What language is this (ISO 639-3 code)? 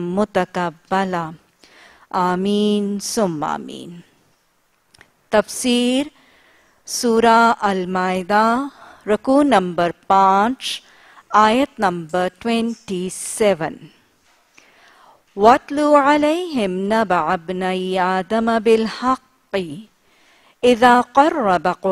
urd